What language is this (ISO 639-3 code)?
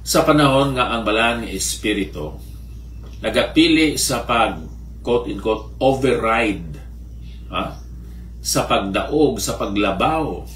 hil